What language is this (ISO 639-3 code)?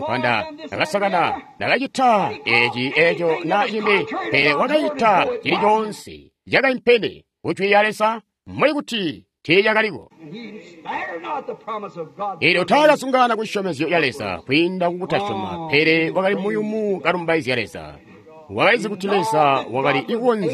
toi